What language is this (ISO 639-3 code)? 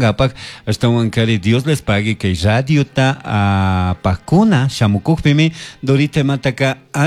qug